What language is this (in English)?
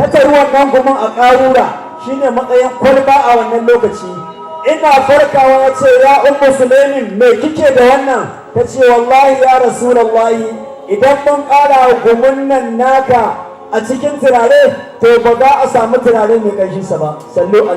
Hausa